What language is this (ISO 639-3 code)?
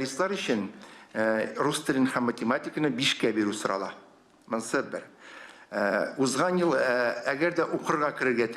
tat